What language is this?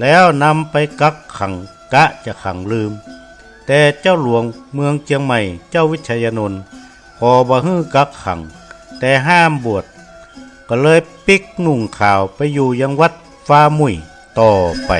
Northern Thai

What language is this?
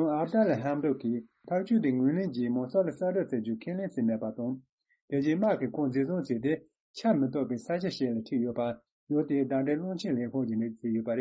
Tibetan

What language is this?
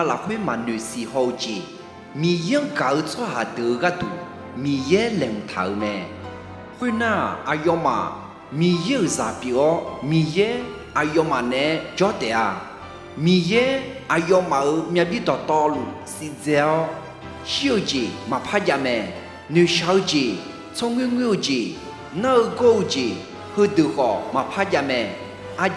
Akha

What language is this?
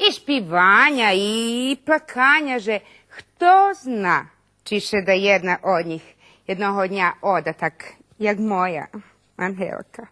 Rusyn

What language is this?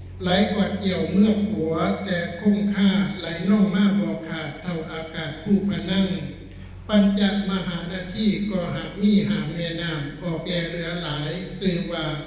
Northeastern Thai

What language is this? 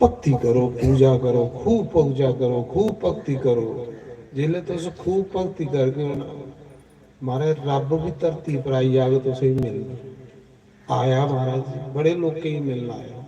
Dogri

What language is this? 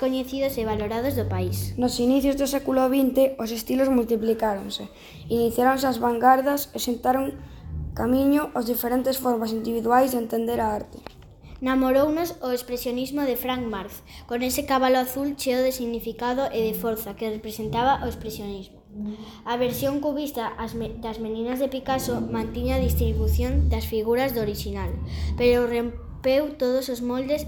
Galician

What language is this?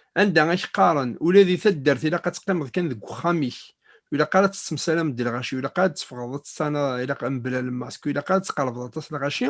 Kabyle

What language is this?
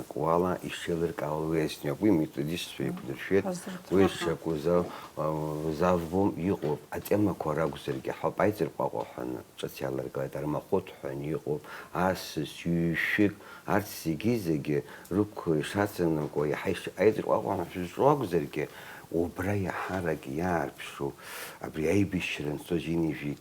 Abkhazian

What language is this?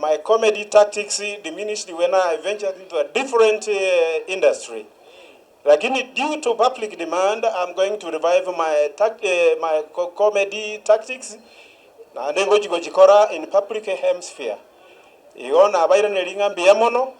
Gusii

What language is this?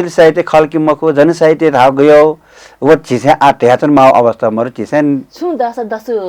Newari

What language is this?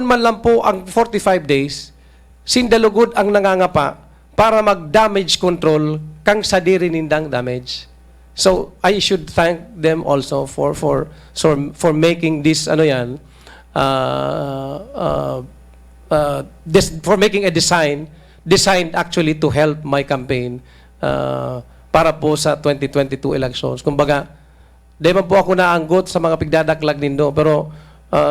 Bikol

